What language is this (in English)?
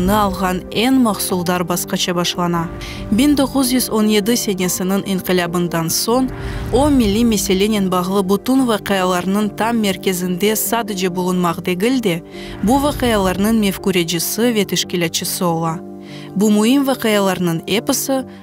Crimean Tatar